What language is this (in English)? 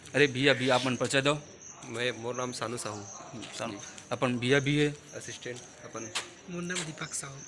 Chhattisgarhi